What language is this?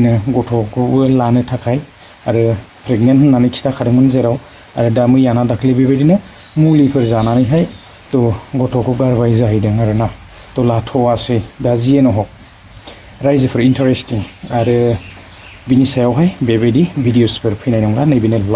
Bodo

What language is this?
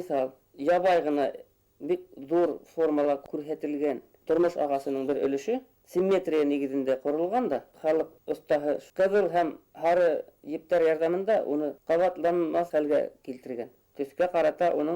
Bashkir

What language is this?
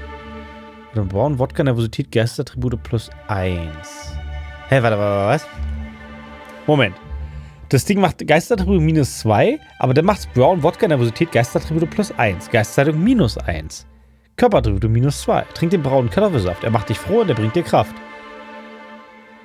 German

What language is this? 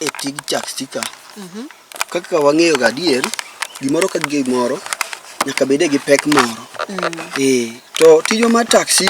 Luo (Kenya and Tanzania)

